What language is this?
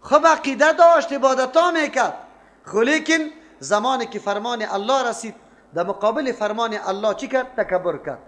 Persian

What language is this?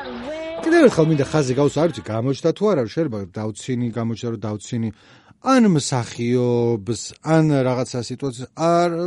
Georgian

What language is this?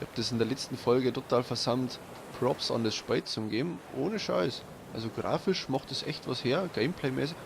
Bavarian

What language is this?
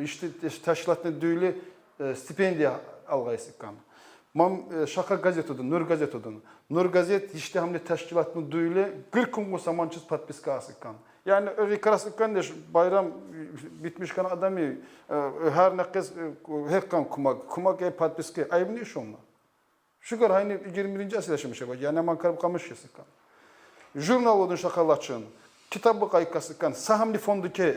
Tsakhur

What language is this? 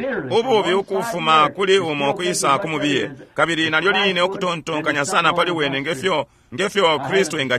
Bemba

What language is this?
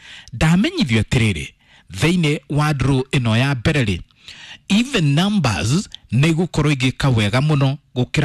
Kikuyu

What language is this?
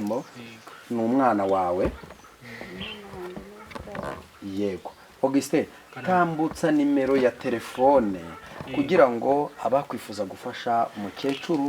Kinyarwanda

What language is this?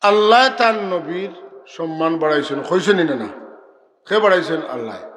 Sylheti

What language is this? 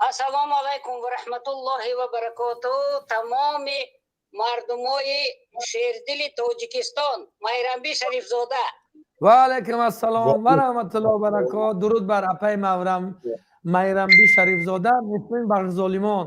Tajik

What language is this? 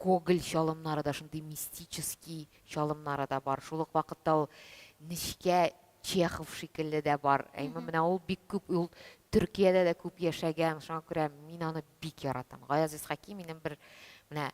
Tatar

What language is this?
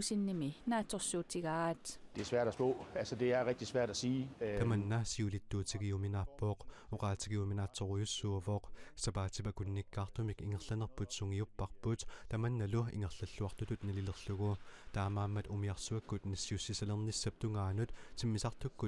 Kalaallisut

